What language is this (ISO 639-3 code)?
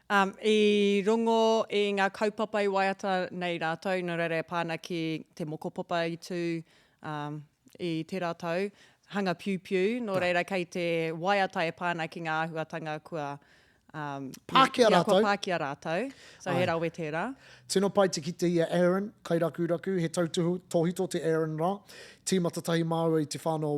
mri